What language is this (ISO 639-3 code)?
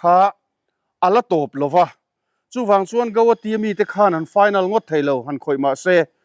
lus